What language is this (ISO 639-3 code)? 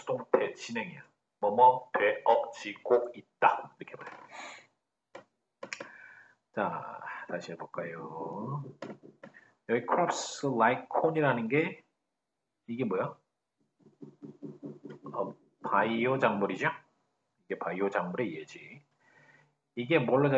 kor